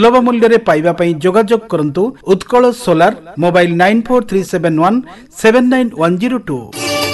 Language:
Odia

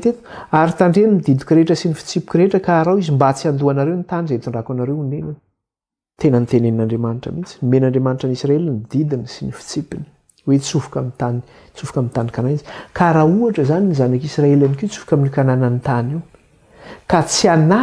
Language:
Malagasy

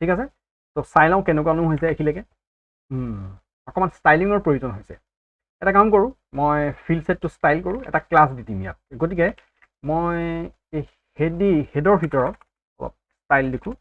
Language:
Assamese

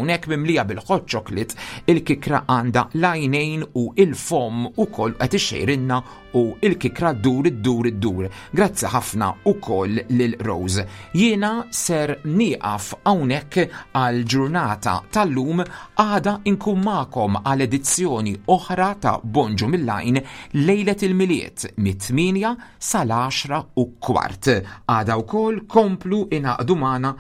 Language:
Maltese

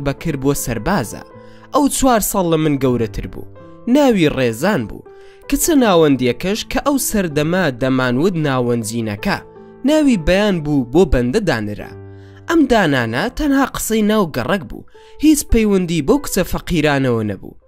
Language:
Central Kurdish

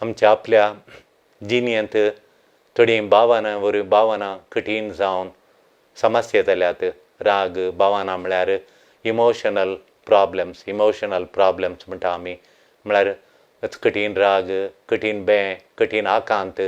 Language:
Konkani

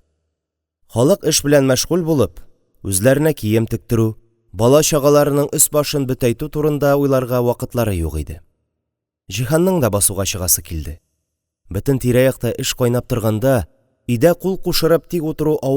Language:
Tatar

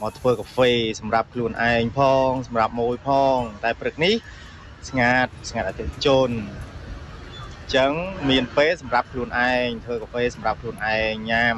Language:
Khmer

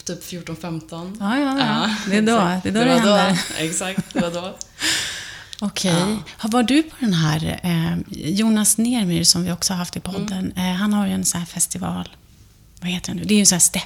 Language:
Swedish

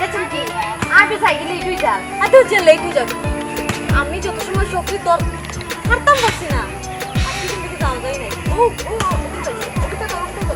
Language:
Sylheti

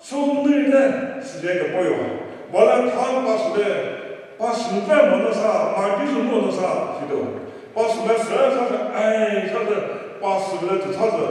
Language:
Chokri Naga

